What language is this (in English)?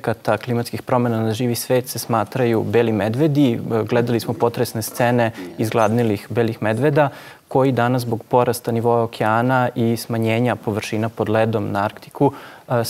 Serbian